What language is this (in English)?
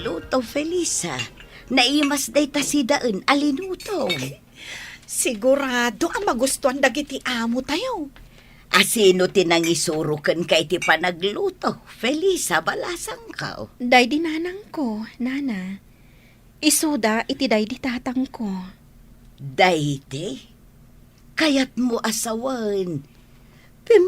Iloko